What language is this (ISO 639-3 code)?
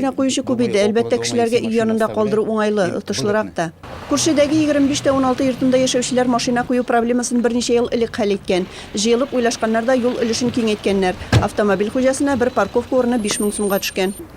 tat